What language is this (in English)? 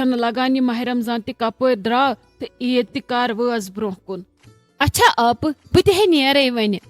Kashmiri